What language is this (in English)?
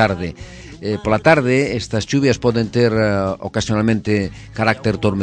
Galician